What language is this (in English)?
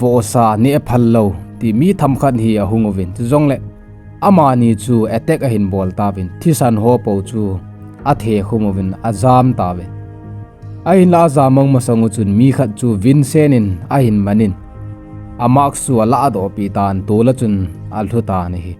Thado Chin